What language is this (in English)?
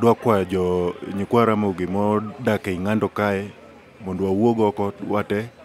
Luo (Kenya and Tanzania)